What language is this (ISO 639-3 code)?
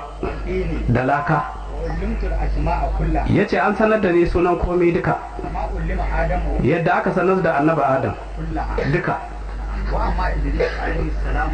hau